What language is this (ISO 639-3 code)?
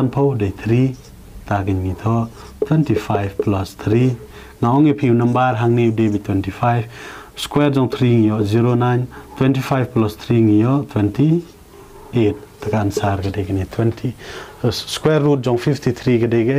kha